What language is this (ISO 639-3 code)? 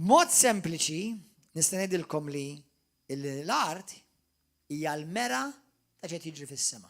mlt